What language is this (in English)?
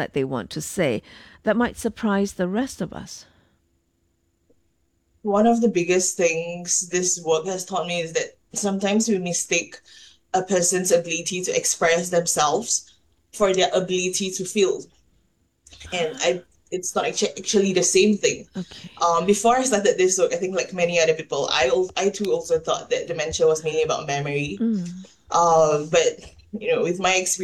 English